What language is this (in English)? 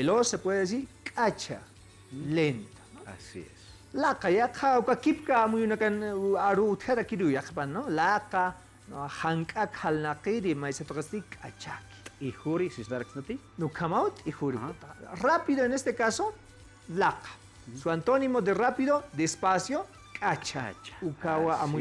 Aymara